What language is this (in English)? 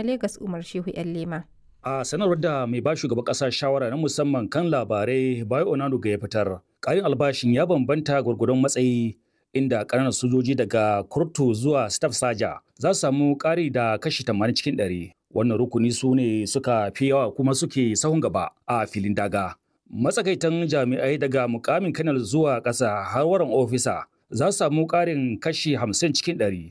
Hausa